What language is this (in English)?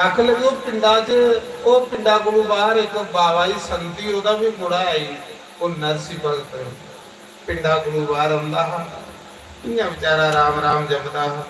Dogri